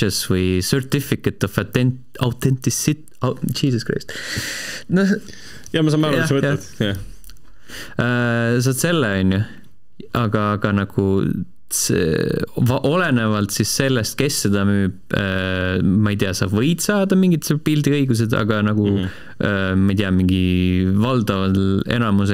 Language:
Estonian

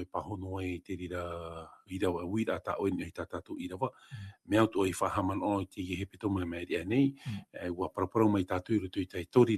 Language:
Tahitian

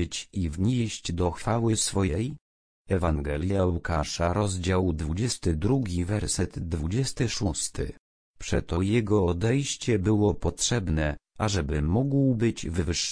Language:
Polish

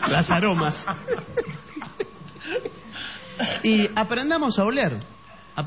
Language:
Spanish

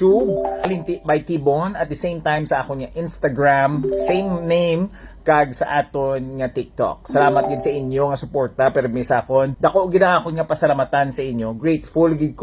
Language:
Hiligaynon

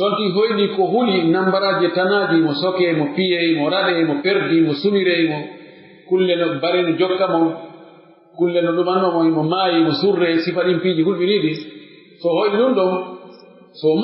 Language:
Pular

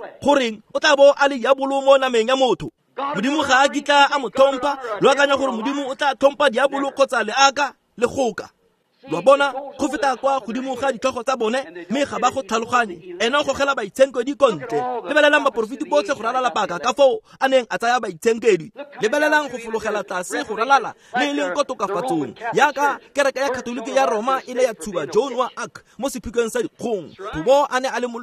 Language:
Tswana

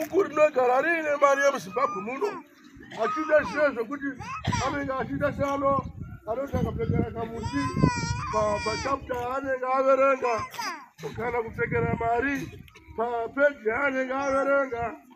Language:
Shona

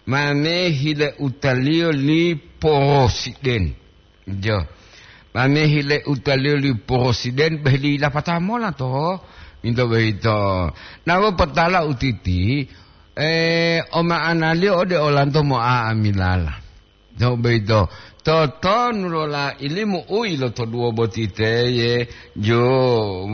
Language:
Gorontalo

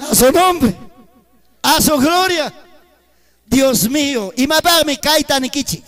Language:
Ayacucho Quechua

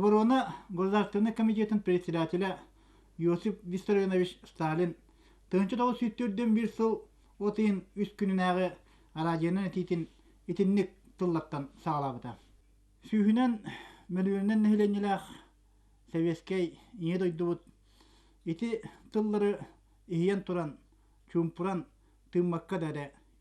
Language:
Yakut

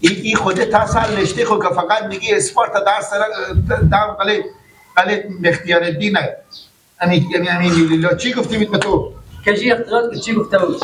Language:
Persian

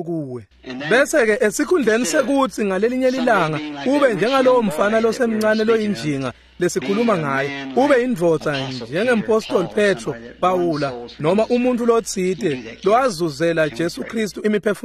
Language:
Swati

